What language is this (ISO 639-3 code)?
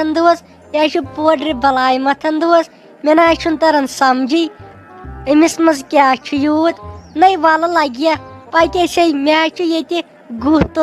kas